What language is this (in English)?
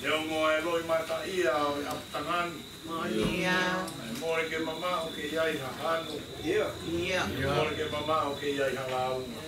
Tongan